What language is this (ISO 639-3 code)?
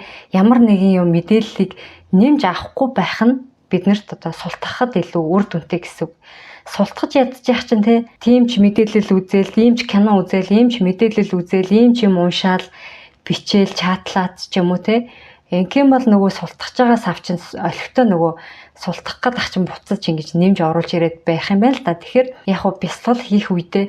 mon